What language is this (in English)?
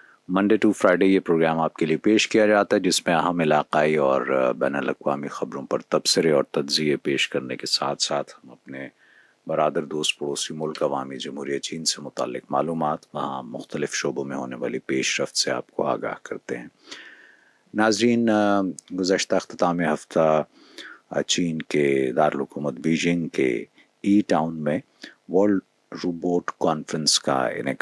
Urdu